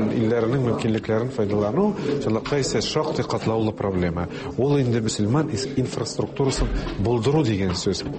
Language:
Tatar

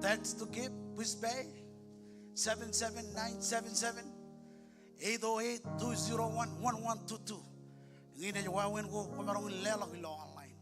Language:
Marshallese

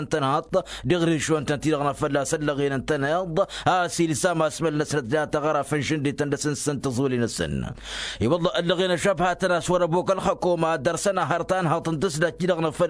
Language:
Tamasheq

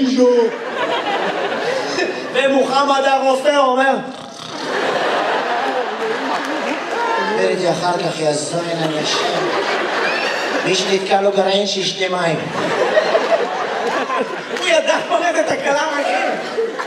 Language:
Hebrew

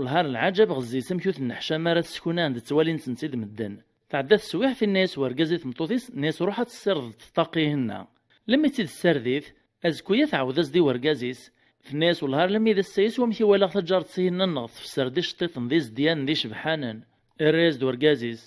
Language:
Kabyle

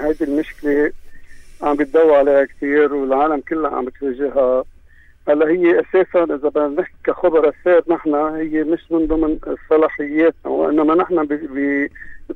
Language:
North Levantine Arabic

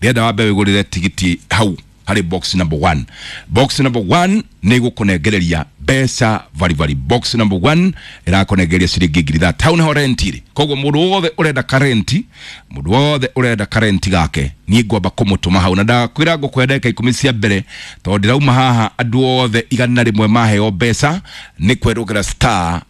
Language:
Kikuyu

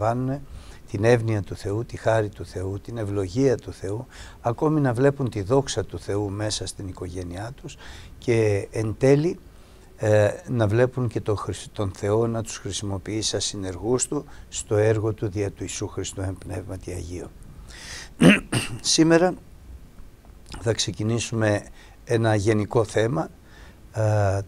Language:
Greek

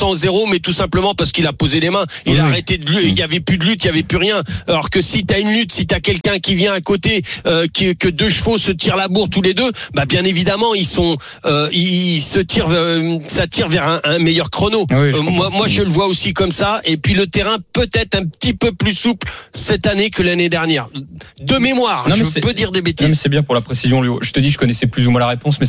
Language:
French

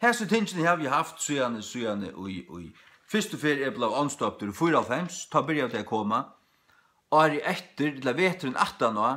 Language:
Faroese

